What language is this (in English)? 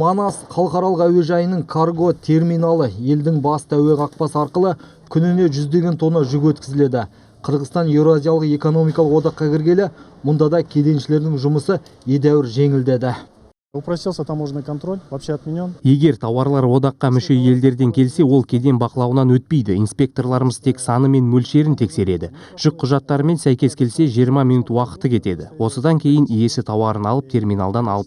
Kazakh